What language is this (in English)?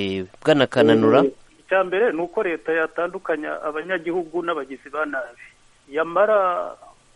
Kinyarwanda